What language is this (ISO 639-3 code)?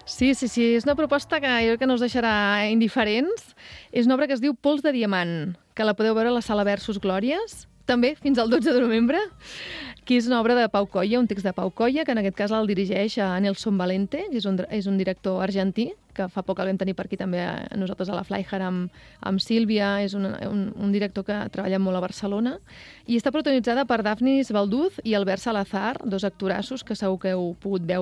cat